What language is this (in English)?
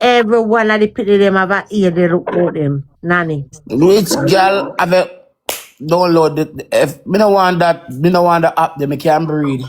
Jamaican Creole English